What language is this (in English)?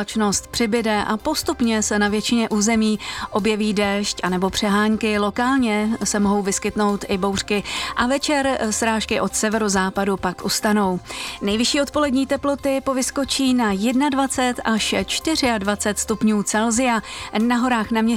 Czech